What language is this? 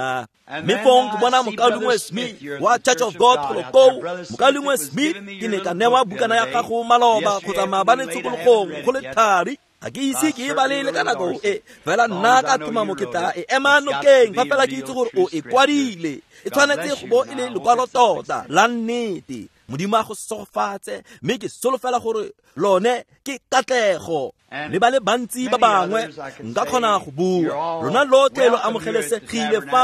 Tswana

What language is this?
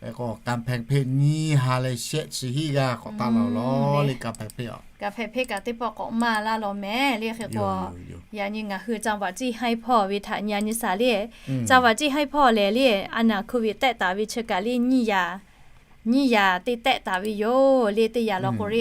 Lahu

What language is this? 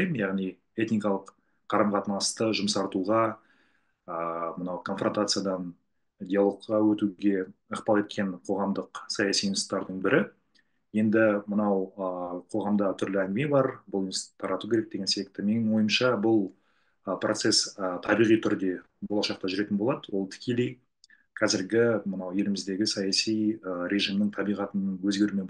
Kazakh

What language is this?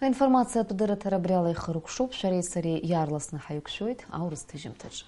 Abkhazian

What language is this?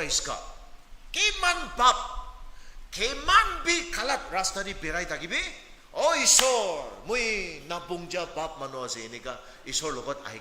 Naga Pidgin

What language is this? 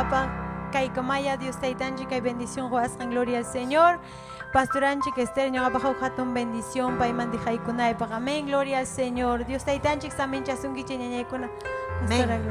Ayacucho Quechua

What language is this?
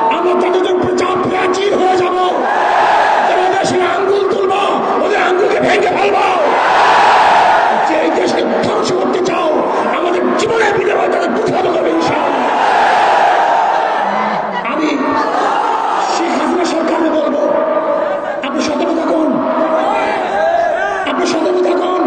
Bangla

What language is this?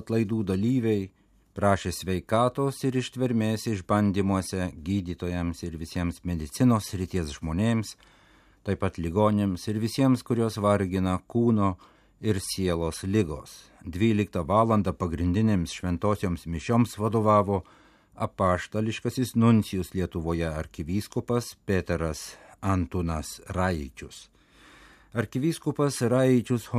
Lithuanian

